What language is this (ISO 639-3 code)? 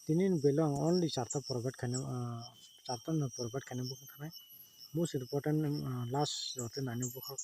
trp